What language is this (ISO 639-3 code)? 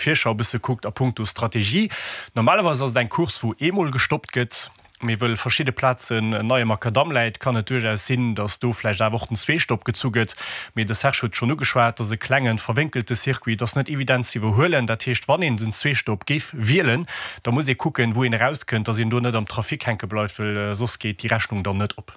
ltz